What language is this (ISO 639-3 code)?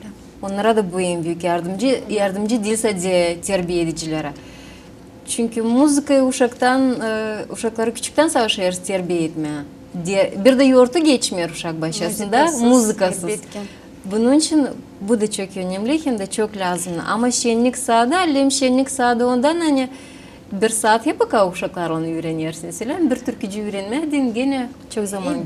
gag